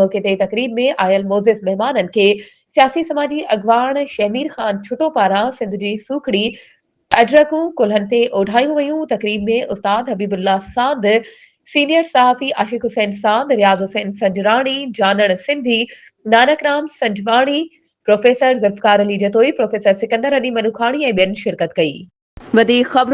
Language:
Sindhi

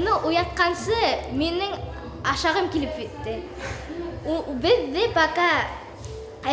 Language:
Bashkir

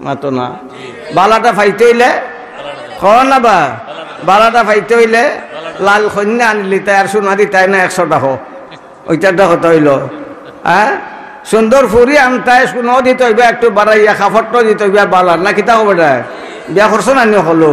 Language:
Sylheti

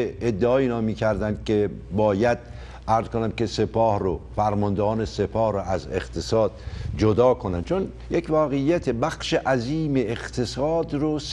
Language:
Persian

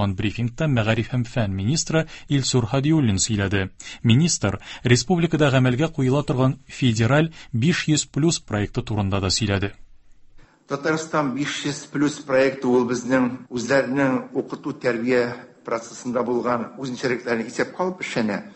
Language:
Tatar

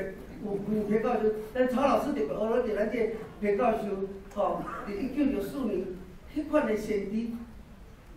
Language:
Min Nan Chinese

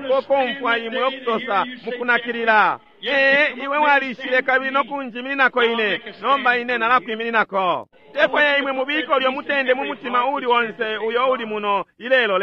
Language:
Bemba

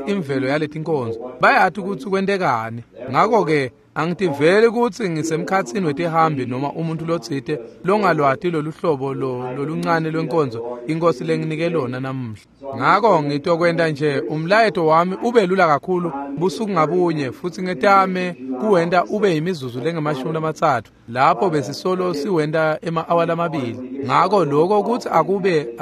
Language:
Swati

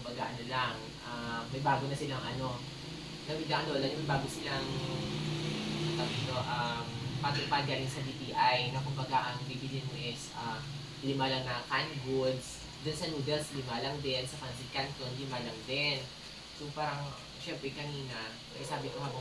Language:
Filipino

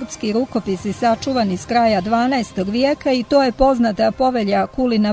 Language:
Serbian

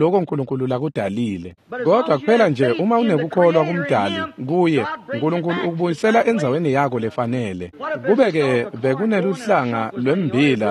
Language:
Swati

